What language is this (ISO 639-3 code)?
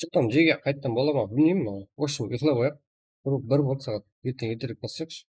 kaa